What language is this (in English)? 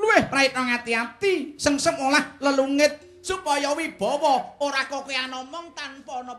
Javanese